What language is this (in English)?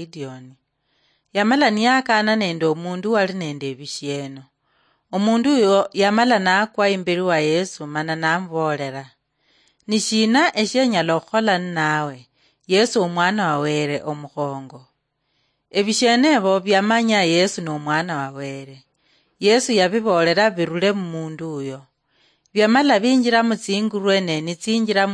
Luyia